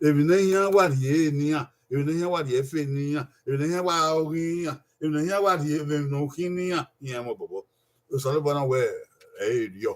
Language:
Bini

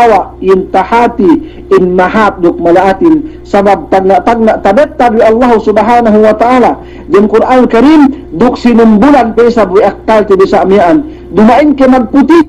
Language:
Yakan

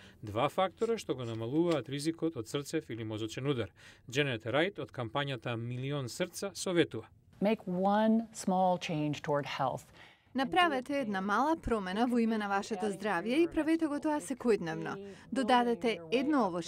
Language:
Macedonian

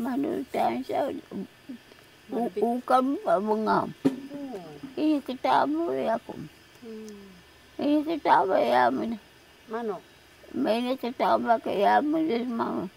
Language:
Taroko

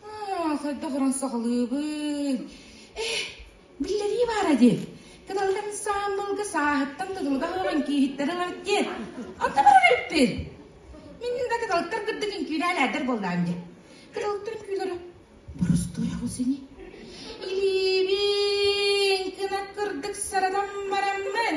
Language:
Yakut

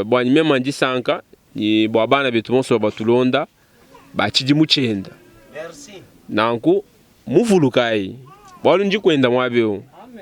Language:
Luba-Lulua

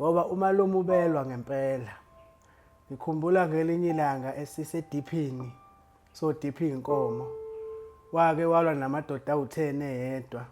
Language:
Zulu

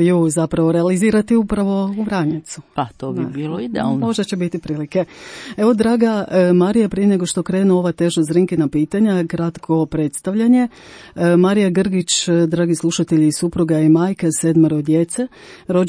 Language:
Croatian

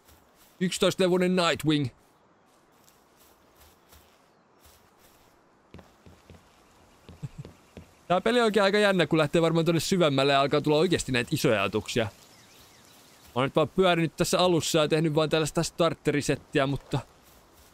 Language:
Finnish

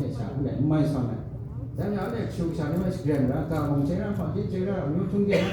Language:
Kachin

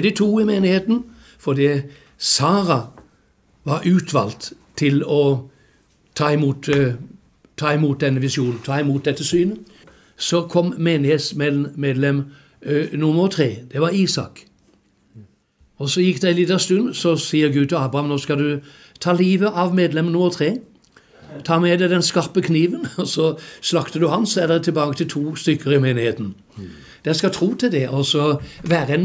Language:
Norwegian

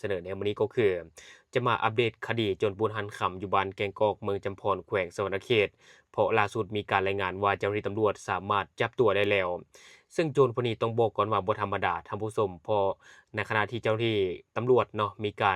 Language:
Lao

